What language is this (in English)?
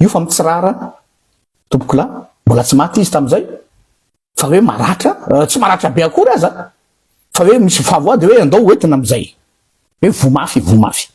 Malagasy